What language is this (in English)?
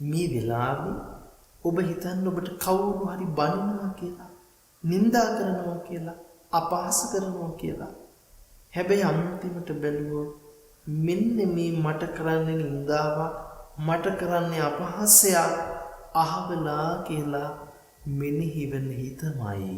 Sinhala